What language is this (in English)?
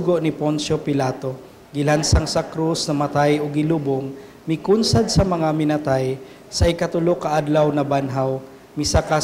Cebuano